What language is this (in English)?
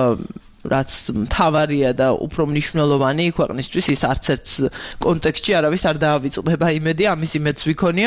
Georgian